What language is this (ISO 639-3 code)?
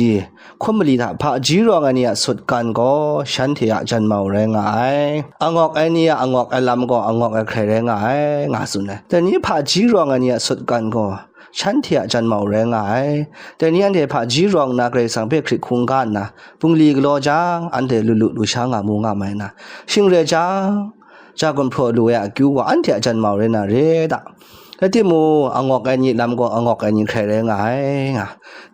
kac